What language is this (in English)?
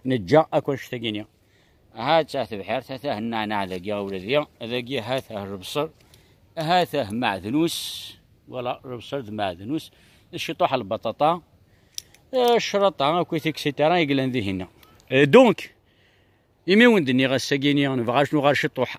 Kabyle